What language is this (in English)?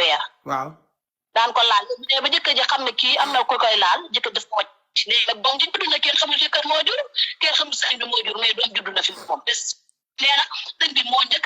Wolof